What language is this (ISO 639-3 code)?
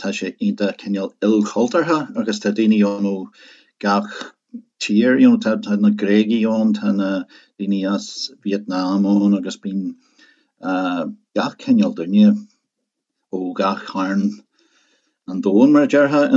gle